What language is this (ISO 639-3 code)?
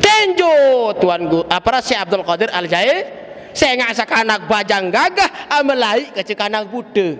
sas